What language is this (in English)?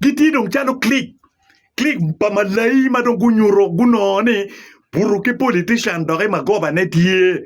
Acoli